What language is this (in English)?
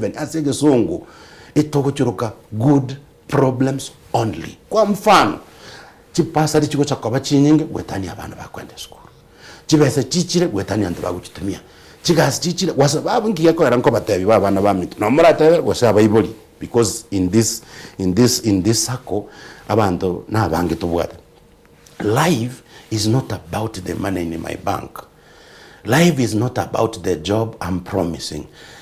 Gusii